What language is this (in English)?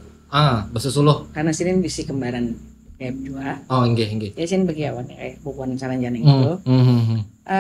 Banjar